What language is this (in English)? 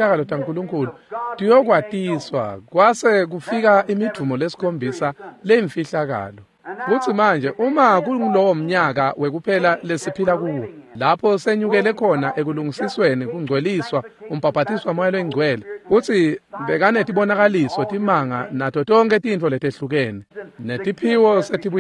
Swati